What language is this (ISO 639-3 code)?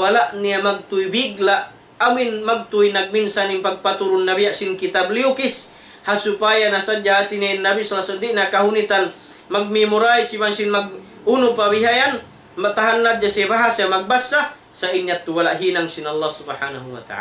tsg